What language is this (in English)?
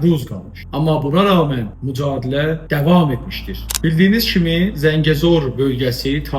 South Azerbaijani